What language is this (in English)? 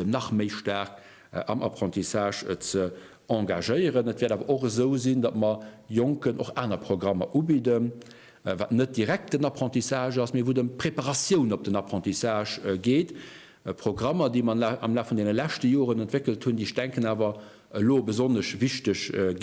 Luxembourgish